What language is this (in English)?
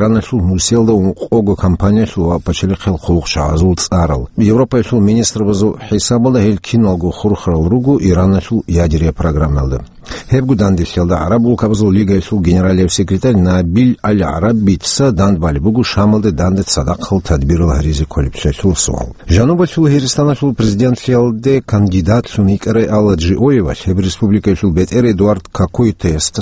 Avaric